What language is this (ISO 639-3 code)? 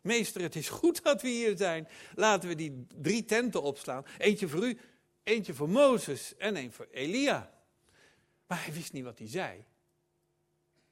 nld